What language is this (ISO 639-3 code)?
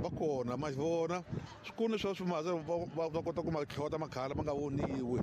tso